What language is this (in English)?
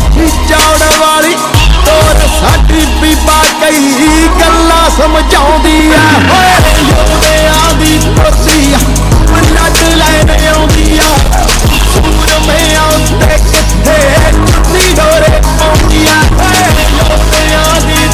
Punjabi